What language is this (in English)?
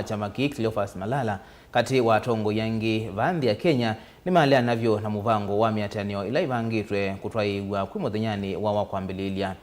Kamba